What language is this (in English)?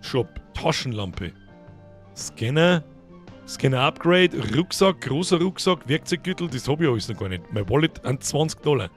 Bavarian